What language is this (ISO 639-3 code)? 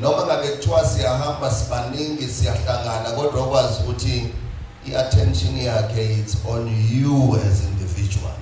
zul